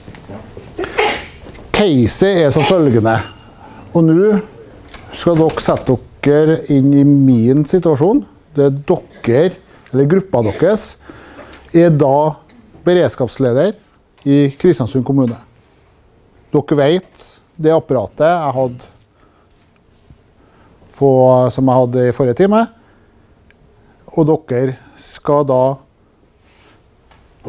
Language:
Norwegian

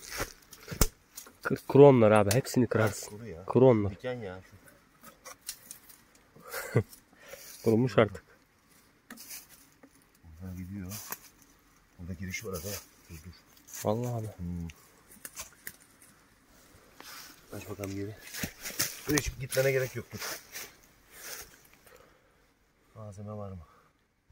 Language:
Turkish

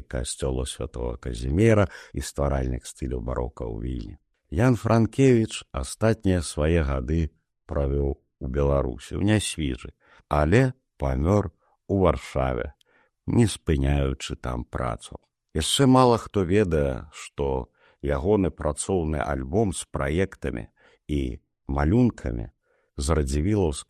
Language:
Belarusian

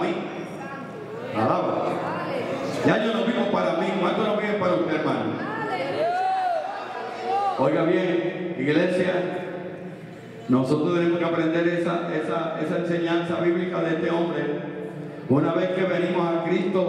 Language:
Spanish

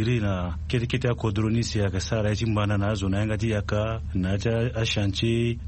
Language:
Sango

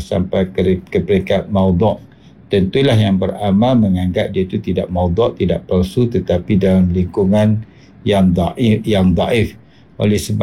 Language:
Malay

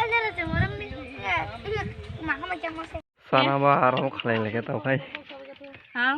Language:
Kok Borok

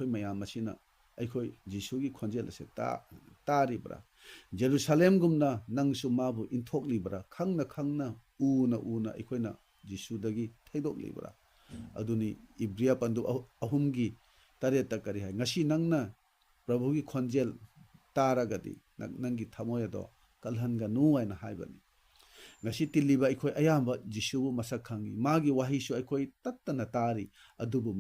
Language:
Manipuri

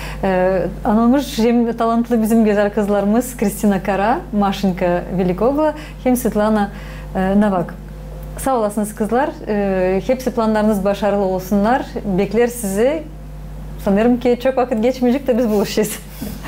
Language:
Gagauz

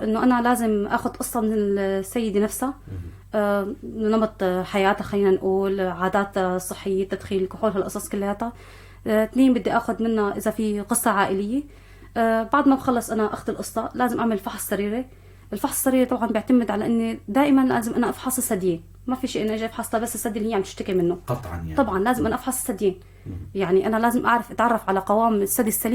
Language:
North Levantine Arabic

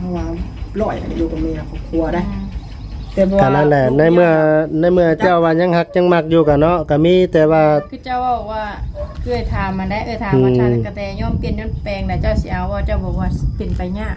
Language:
Lao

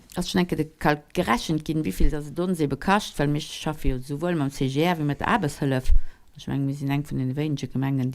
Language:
Luxembourgish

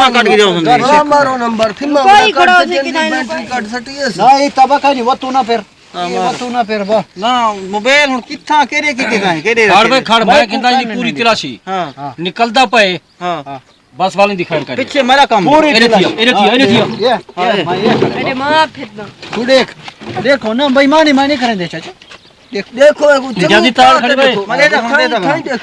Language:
Saraiki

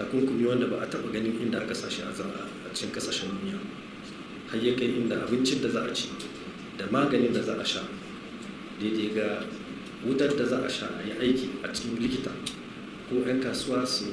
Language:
Hausa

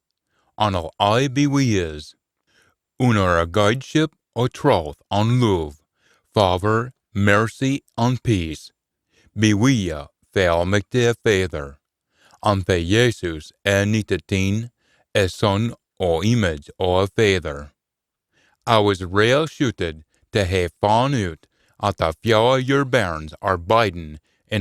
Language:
Scots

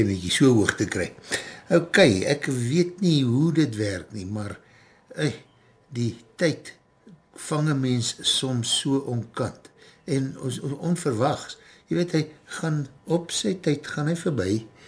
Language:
Afrikaans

